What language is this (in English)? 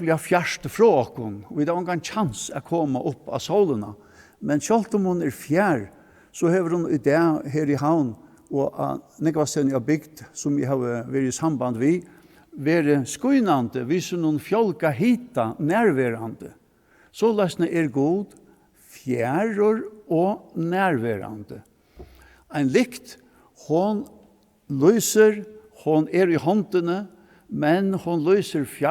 Faroese